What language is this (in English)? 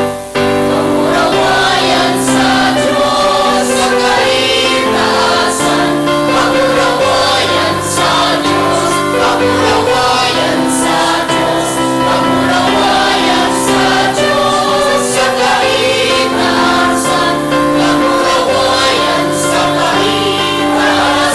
Bikol